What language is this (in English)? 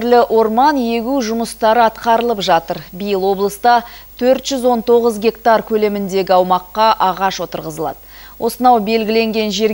Kazakh